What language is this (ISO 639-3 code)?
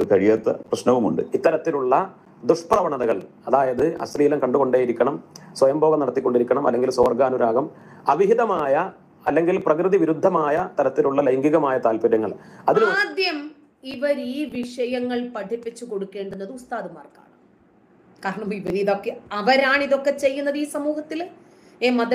mal